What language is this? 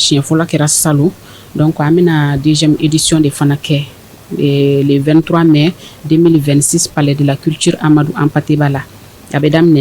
Bambara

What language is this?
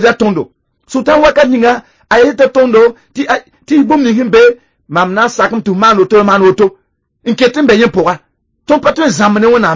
Mossi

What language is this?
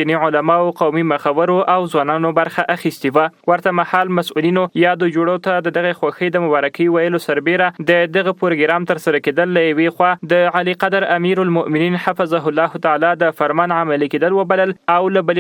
Pashto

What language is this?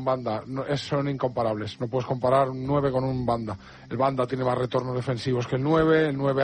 Spanish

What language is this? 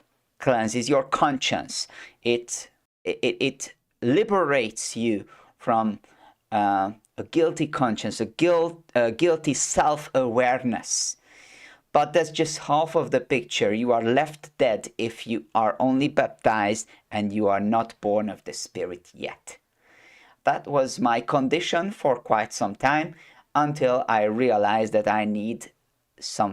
English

